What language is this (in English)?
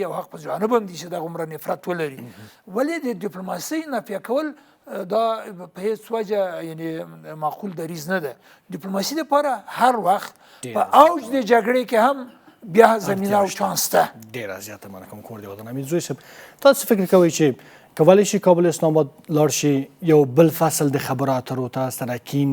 Pashto